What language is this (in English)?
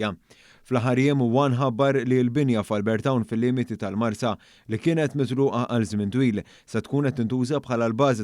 Maltese